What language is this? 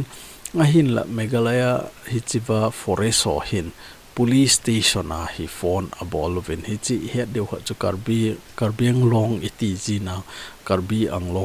Thado Chin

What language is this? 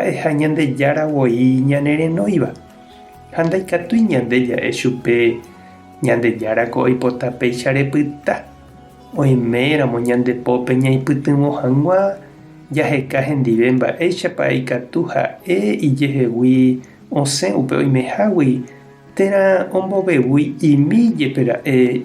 Guarani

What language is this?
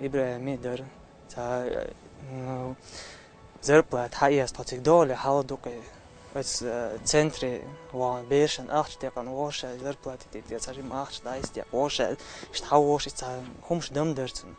Chechen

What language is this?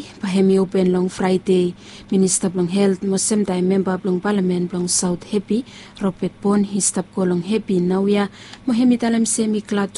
Bislama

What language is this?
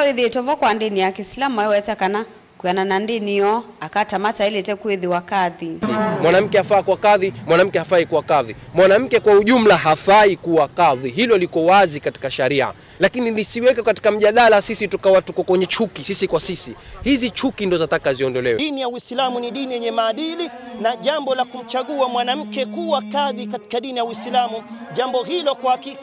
Kamba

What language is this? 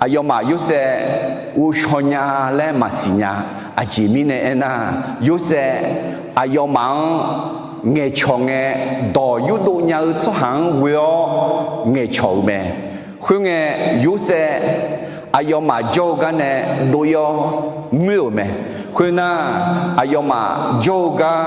Akha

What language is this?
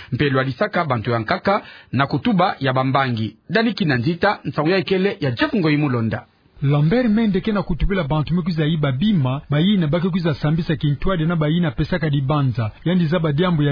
Kituba (Democratic Republic of Congo)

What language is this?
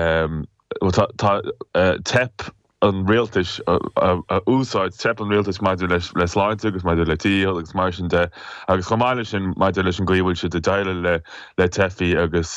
Irish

